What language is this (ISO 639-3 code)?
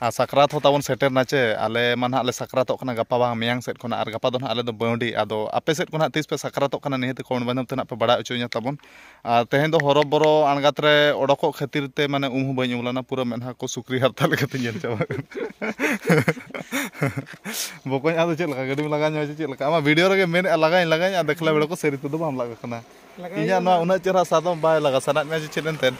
sat